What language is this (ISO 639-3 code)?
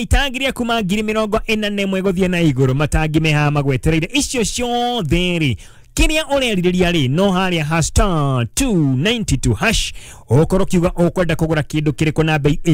kik